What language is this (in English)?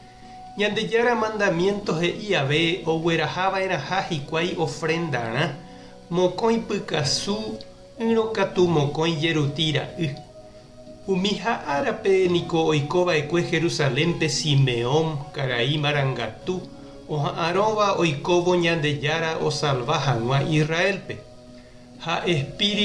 Guarani